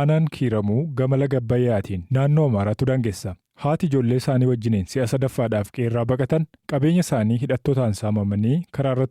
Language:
Oromo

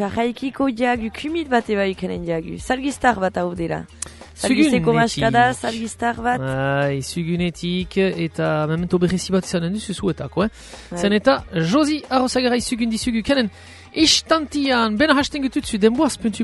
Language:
Basque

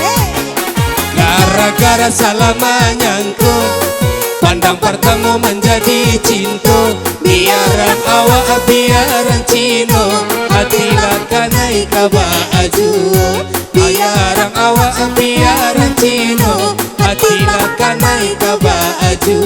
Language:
Minangkabau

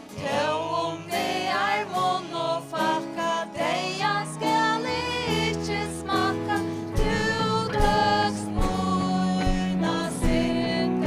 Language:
Faroese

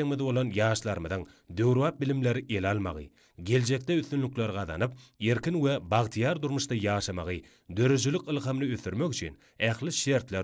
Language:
Turkmen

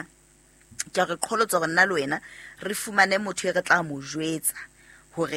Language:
Southern Sotho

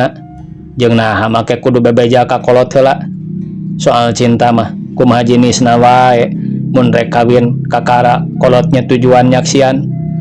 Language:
Sundanese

